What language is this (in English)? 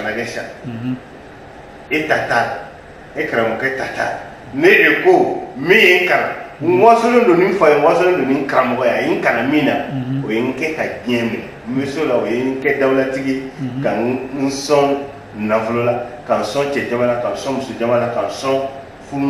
Bambara